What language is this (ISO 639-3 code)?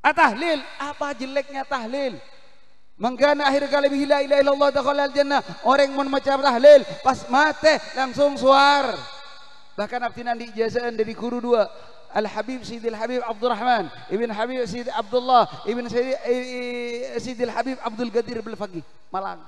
mad